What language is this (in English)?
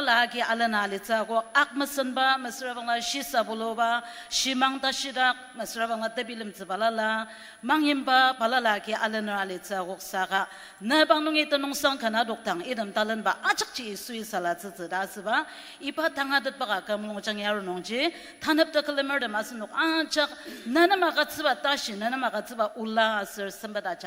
Ao Naga